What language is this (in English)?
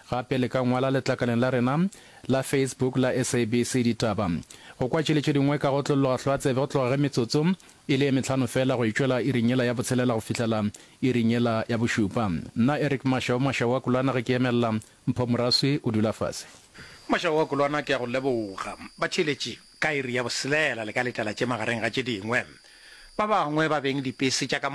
Northern Sotho